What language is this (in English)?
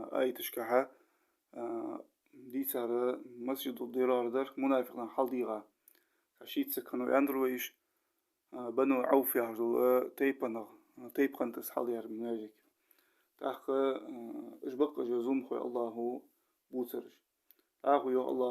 Ingush